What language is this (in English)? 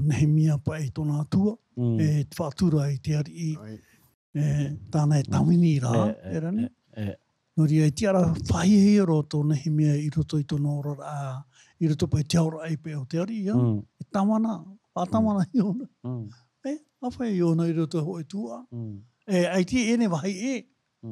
Tahitian